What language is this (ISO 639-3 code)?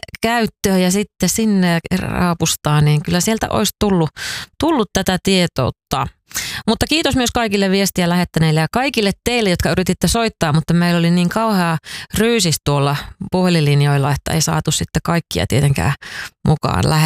fin